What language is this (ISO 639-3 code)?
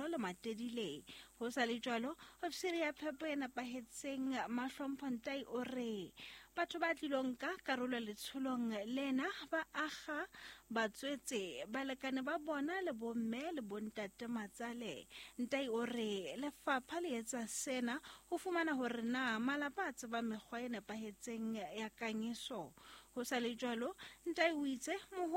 sot